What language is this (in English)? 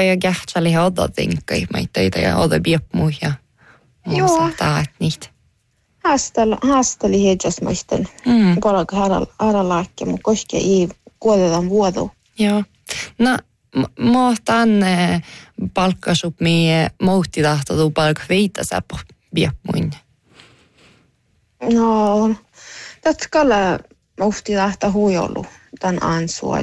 Northern Sami